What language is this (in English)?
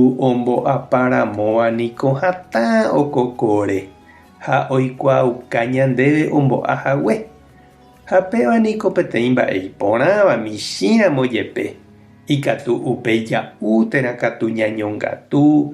Guarani